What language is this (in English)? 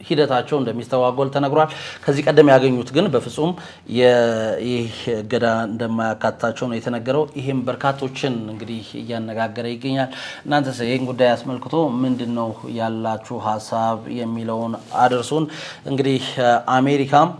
Amharic